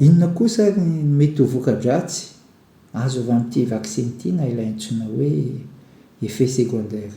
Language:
Malagasy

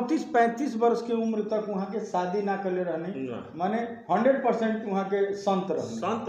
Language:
Bhojpuri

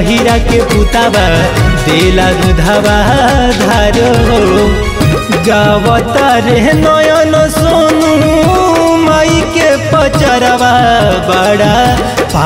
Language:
Bhojpuri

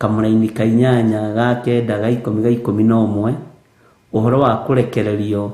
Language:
Kikuyu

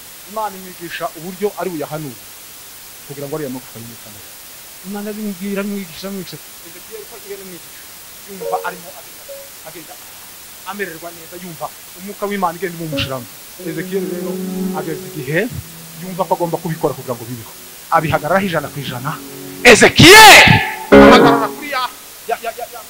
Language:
Kinyarwanda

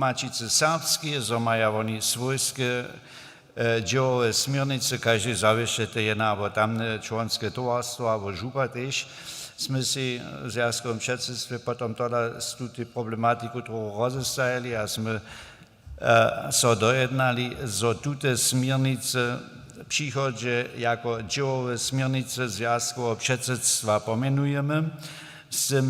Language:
Upper Sorbian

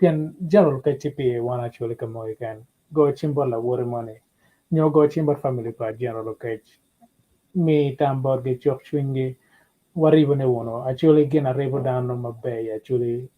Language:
Acoli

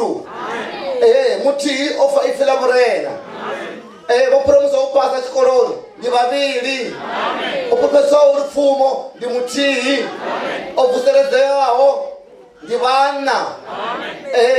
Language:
Venda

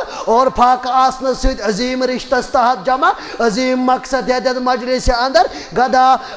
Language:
Kashmiri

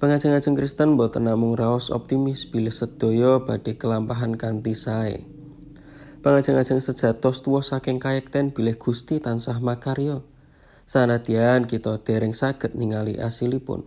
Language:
Javanese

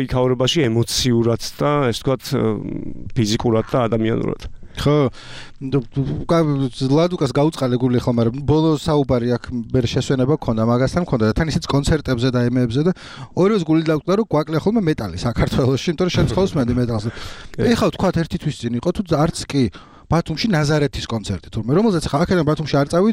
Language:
Georgian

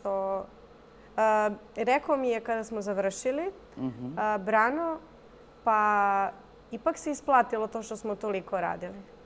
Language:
Serbian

